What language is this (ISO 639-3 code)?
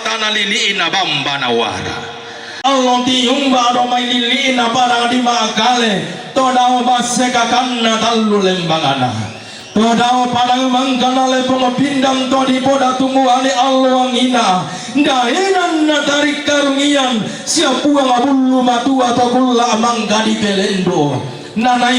sda